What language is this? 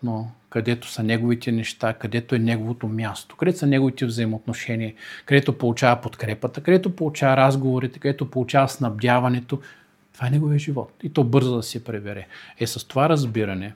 Bulgarian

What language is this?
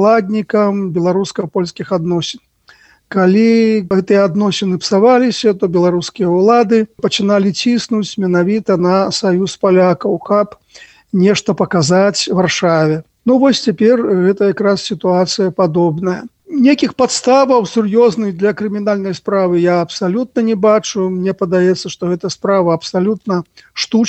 Belarusian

